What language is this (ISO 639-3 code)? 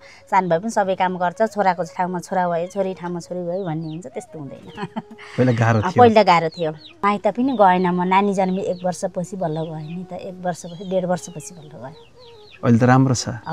nep